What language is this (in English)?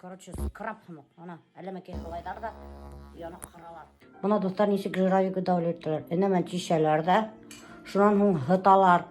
Bashkir